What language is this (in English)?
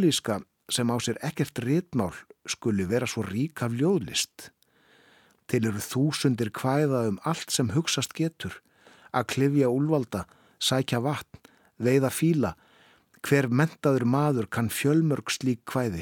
Icelandic